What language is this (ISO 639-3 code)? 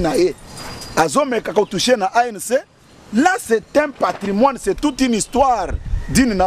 lin